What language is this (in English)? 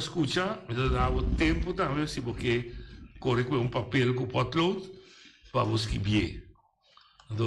Papiamento